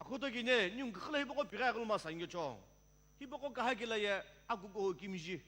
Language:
Sumi Naga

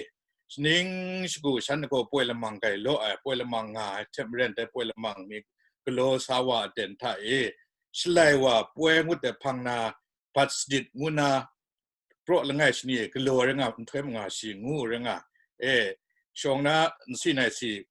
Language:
Kachin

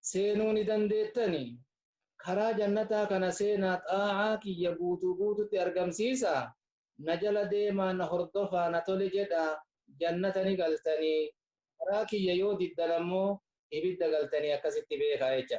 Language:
Oromo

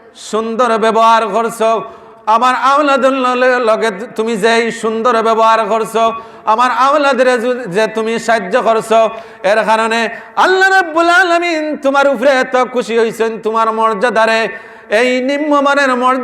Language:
Sylheti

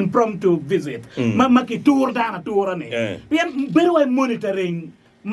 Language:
Acoli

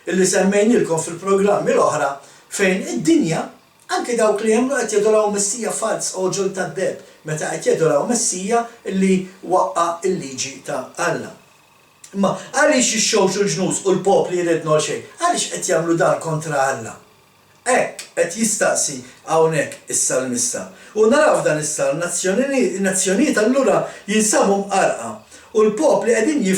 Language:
Maltese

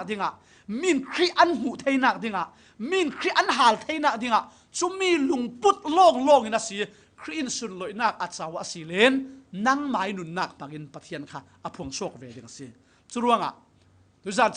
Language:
Falam Chin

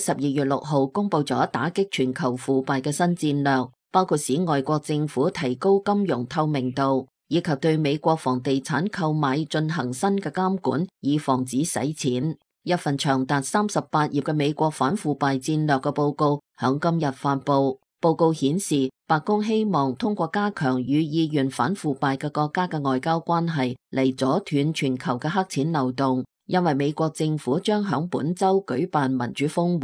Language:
Cantonese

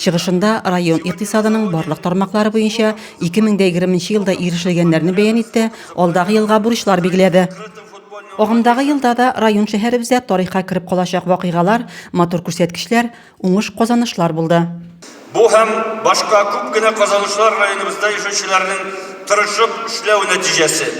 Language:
Tatar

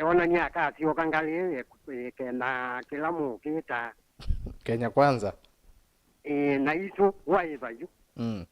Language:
Kamba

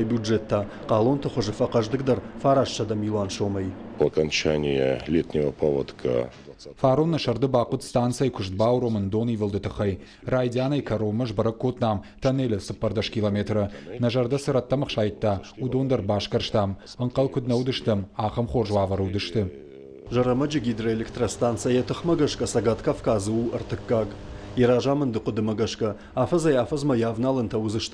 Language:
Ossetic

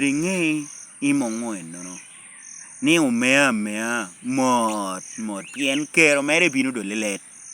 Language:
Lango (Uganda)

